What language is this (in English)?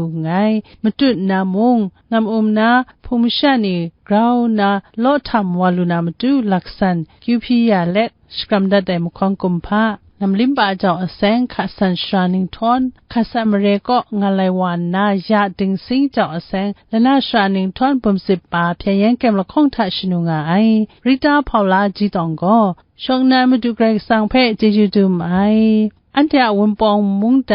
Kachin